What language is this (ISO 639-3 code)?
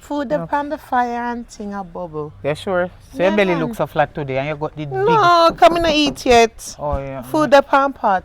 jam